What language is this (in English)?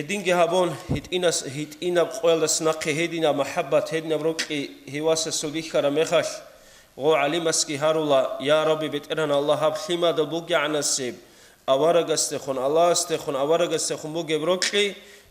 Avaric